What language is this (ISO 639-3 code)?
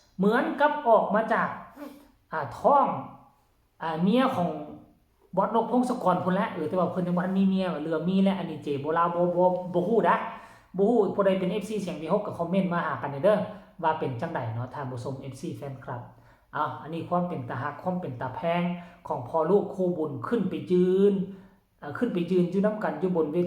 tts